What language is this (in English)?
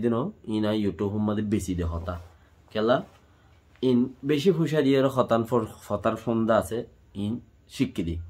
Rohingya